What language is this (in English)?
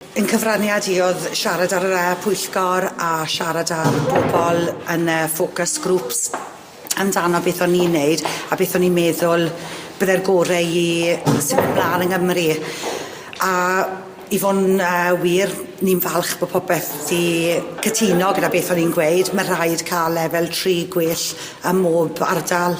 Welsh